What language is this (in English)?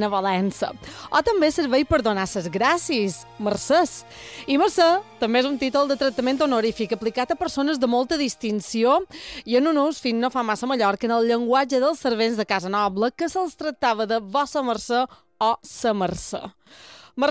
Catalan